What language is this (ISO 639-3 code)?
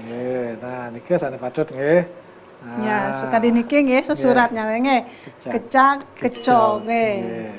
ban